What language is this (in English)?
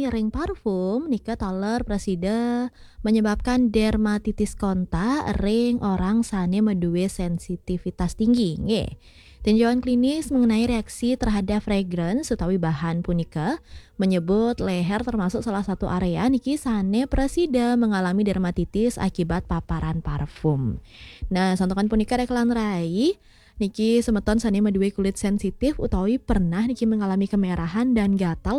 Balinese